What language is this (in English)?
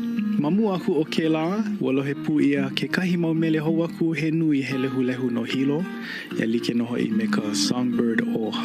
Hawaiian